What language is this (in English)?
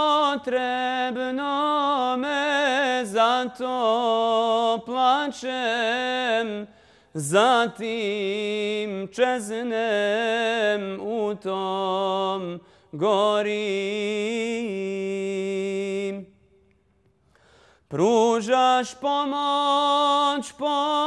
Bosnian